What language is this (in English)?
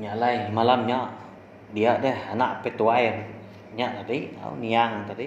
Iban